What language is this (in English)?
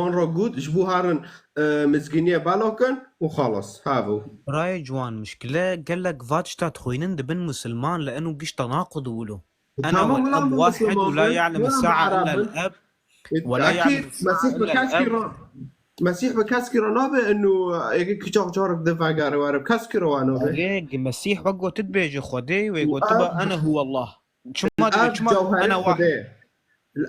Kurdish